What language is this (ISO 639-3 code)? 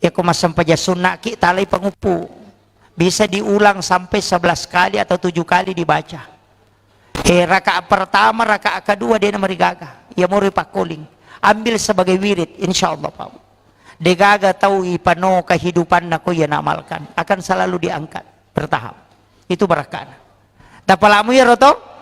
bug